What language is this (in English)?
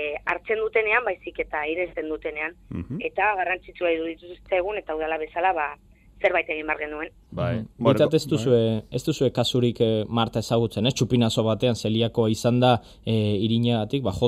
Basque